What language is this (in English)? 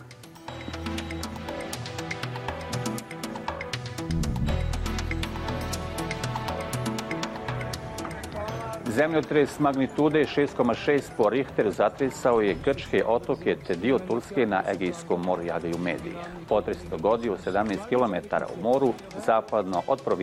Bosnian